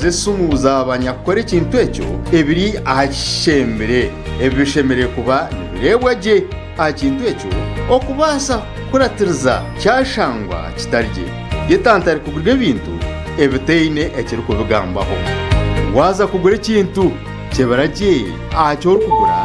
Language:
Nyankole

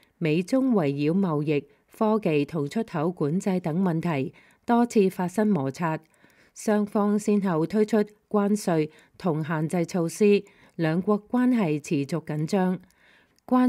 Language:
Cantonese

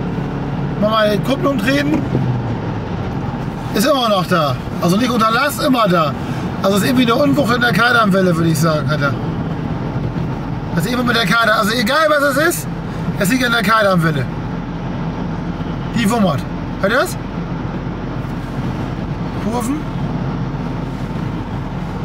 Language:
German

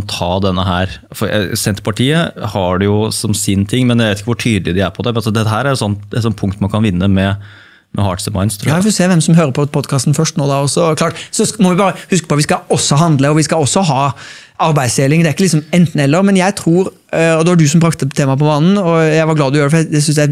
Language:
Norwegian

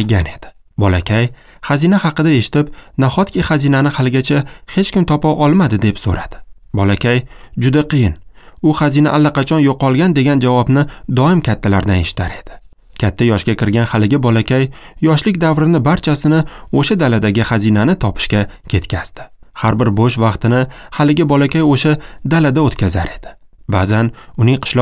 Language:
Uzbek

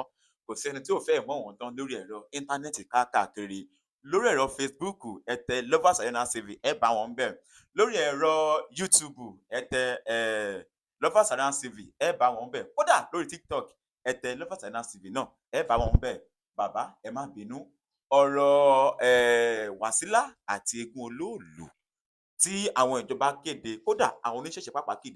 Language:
Yoruba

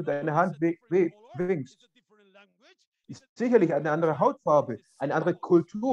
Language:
German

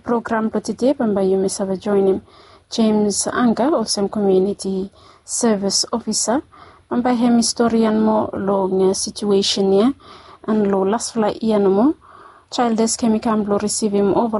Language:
Bislama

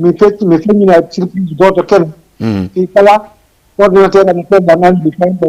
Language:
Fula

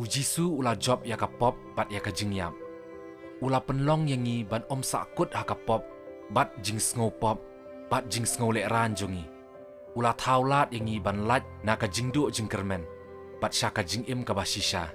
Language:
Khasi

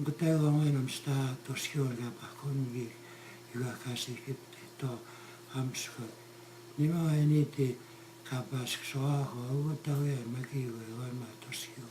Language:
Plains Cree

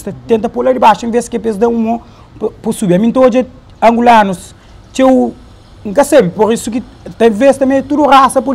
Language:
Kabuverdianu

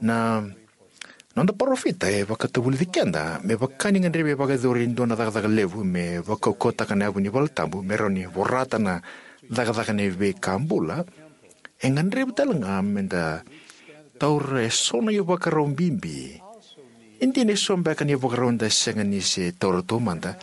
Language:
Fijian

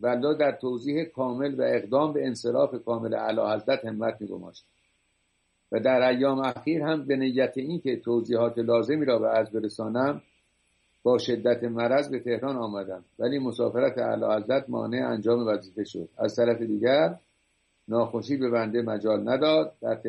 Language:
Persian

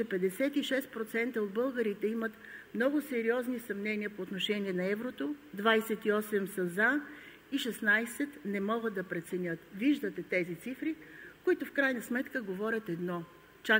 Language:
Bulgarian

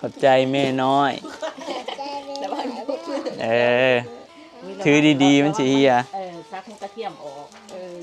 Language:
Northeastern Thai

